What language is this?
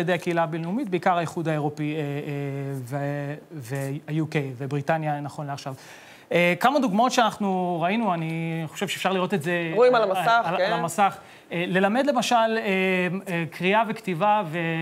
Hebrew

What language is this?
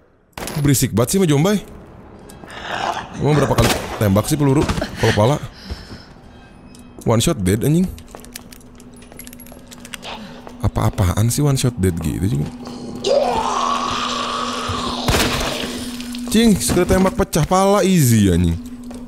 Indonesian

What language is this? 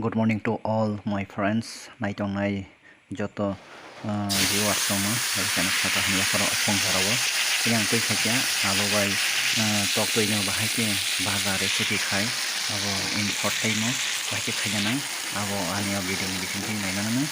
Kok Borok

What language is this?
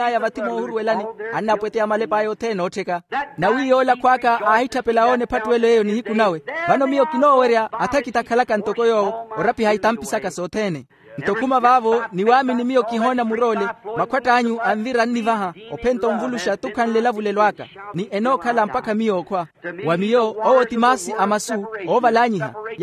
Makhuwa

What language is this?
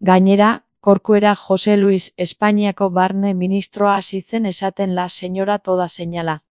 Basque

